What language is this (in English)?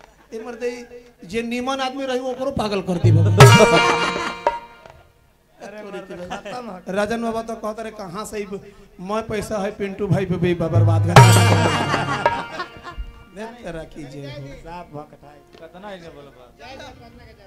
Bhojpuri